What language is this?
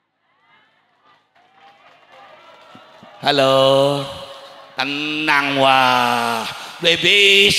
Javanese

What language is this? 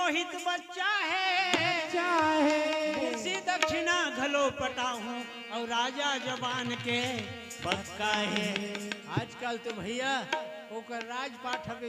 Chhattisgarhi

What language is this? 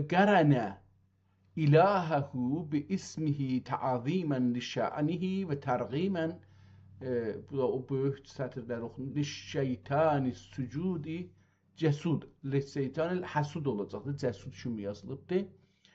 South Azerbaijani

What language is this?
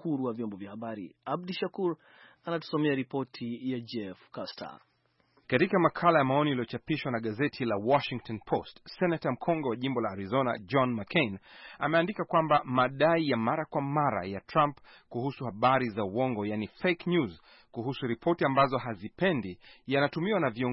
Swahili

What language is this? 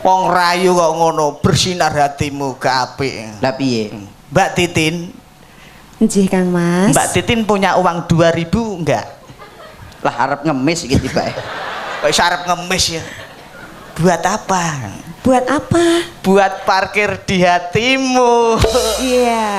Javanese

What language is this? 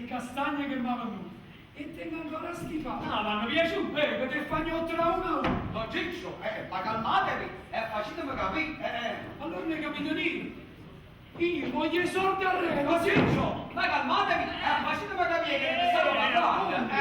Neapolitan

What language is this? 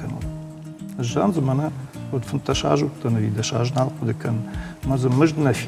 Ossetic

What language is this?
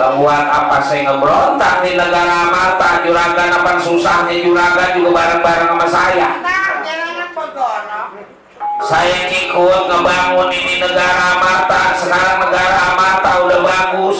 Betawi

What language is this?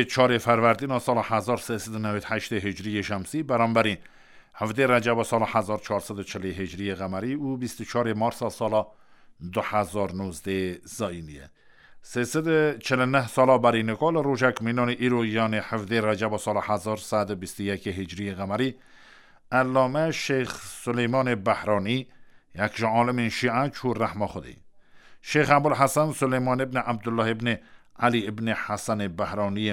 Kurdish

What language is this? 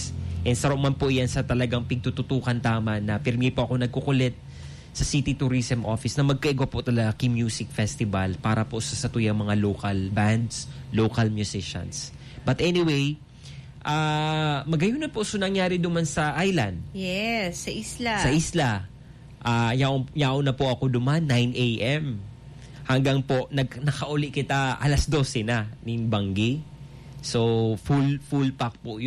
Bikol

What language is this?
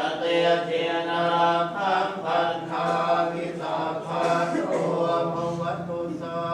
Pali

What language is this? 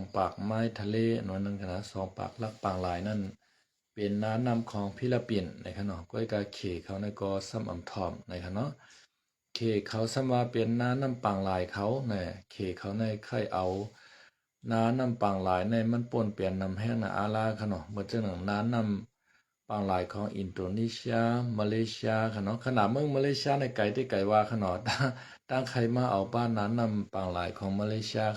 Shan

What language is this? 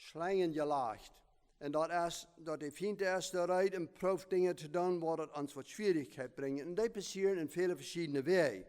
Plautdietsch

